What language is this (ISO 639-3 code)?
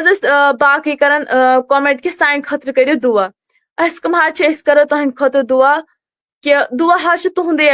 kas